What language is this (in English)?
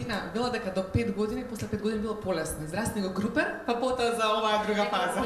Macedonian